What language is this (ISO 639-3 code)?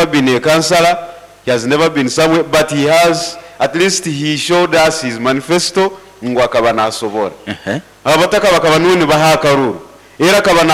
nyo